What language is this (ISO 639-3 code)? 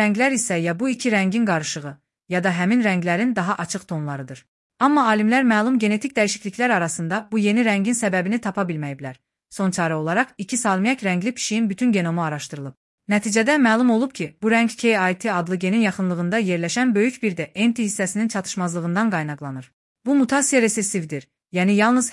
aze